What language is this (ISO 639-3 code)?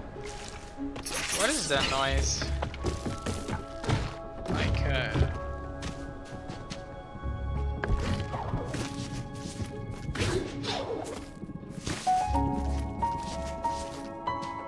eng